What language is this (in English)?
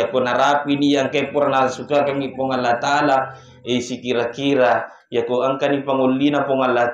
Buginese